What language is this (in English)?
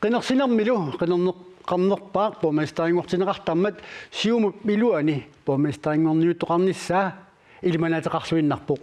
Kalaallisut